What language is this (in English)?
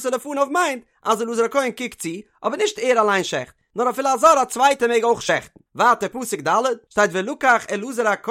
Yiddish